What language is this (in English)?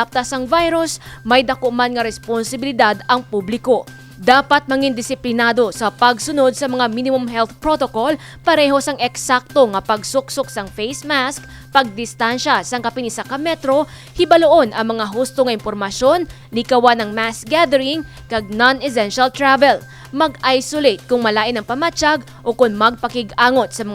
Hiligaynon